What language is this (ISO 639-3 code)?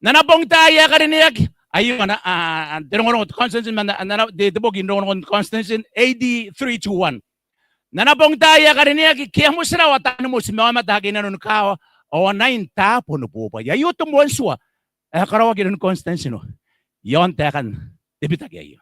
gil